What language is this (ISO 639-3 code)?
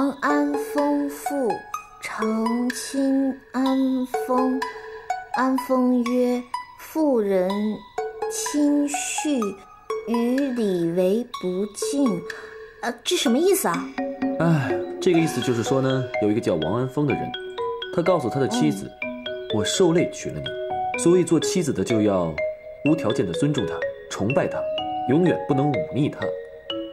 zho